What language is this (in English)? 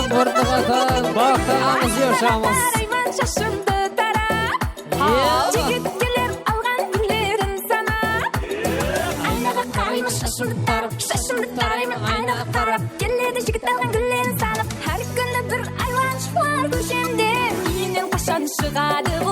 Kara-Kalpak